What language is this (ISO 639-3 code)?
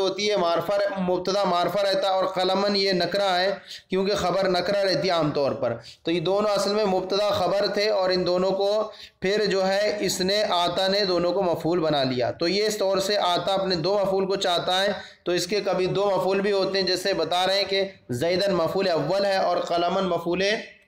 urd